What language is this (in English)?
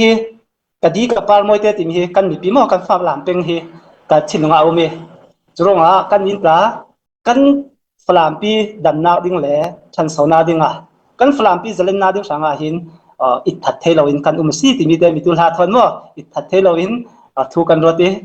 Falam Chin